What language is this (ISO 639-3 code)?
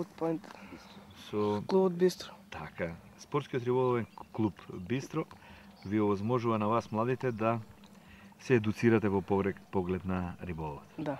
mkd